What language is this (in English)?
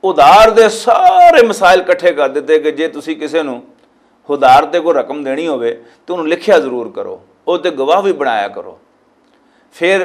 Western Panjabi